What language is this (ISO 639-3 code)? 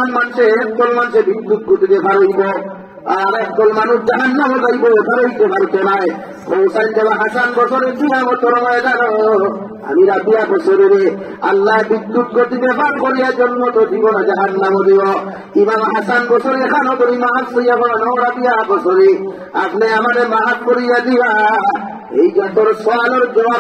syl